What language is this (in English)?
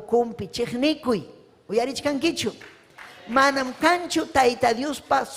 Ayacucho Quechua